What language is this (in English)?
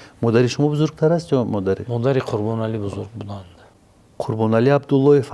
Tajik